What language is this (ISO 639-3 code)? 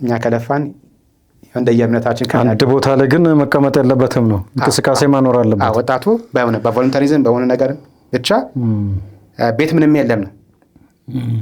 amh